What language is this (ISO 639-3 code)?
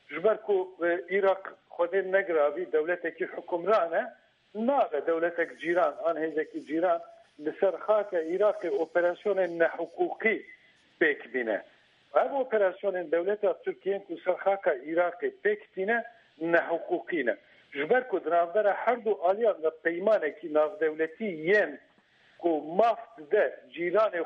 kur